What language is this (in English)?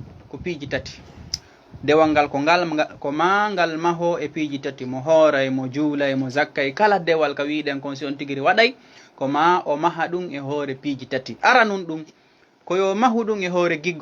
Fula